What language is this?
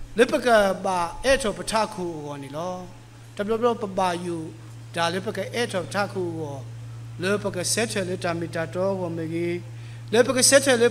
S'gaw Karen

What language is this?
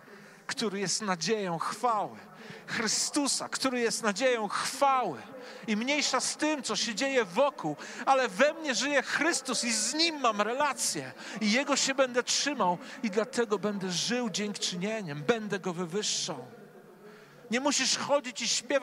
Polish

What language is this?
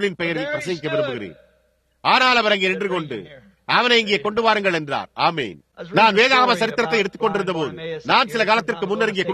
Tamil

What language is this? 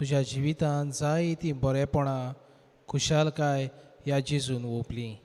Konkani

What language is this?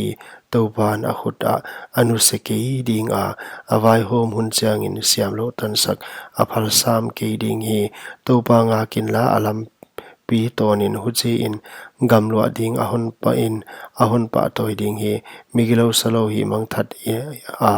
Paite Chin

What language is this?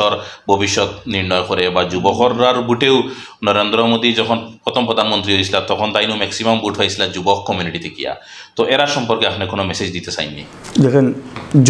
Sylheti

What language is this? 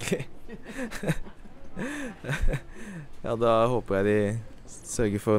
Norwegian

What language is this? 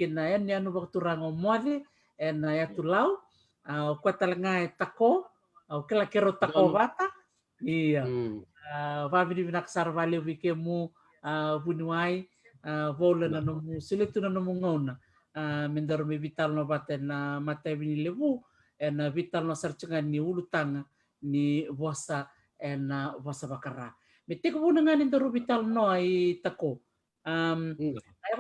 Fijian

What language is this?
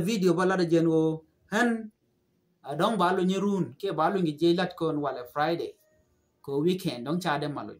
Nuer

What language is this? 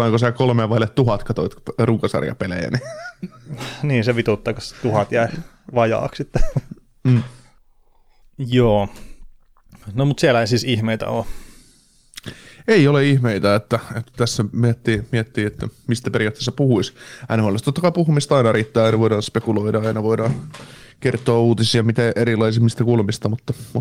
Finnish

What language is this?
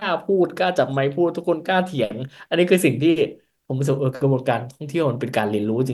Thai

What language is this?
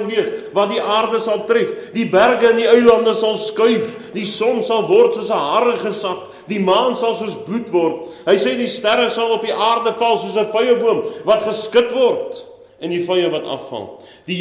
Afrikaans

